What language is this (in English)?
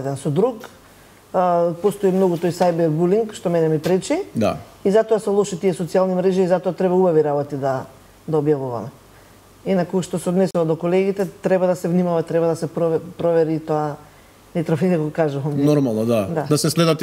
Macedonian